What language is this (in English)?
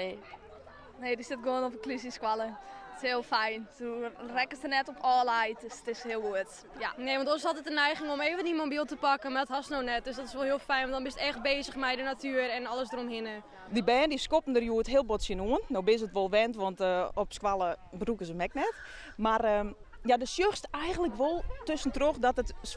Western Frisian